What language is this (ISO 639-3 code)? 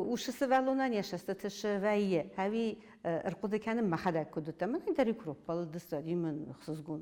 oss